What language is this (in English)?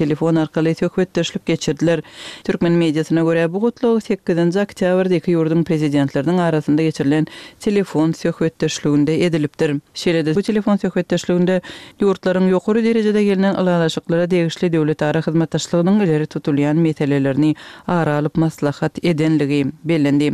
Turkmen